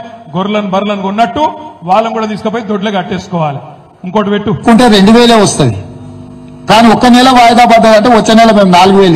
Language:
Telugu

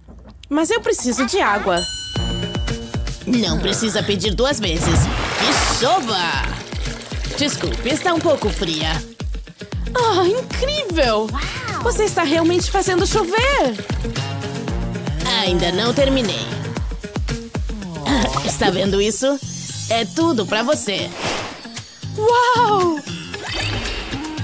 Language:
Portuguese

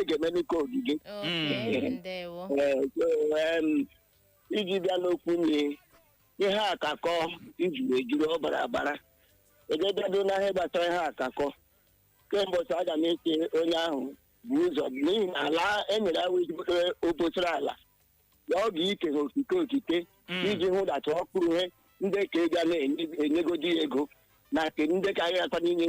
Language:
Igbo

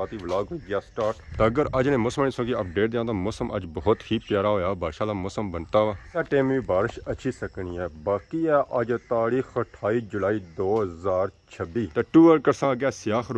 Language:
Pahari-Potwari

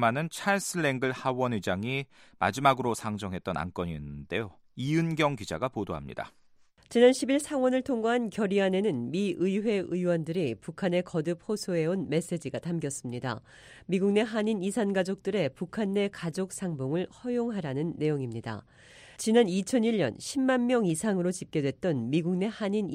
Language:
Korean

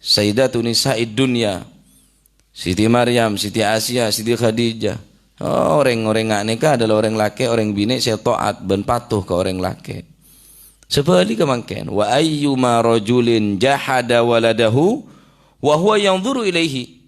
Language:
Madurese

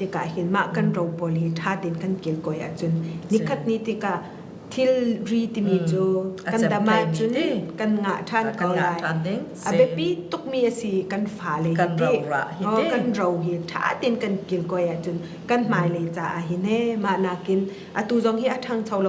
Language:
Falam Chin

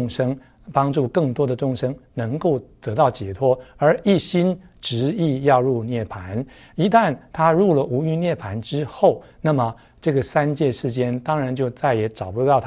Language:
Chinese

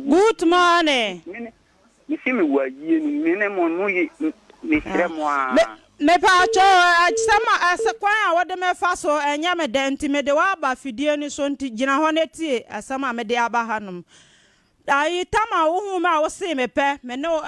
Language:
Akan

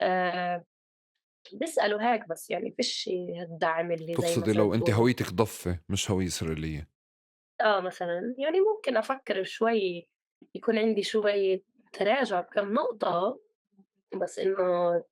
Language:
North Levantine Arabic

